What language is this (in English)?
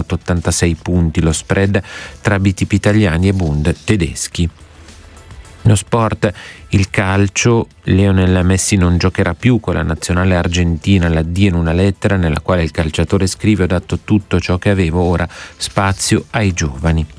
Italian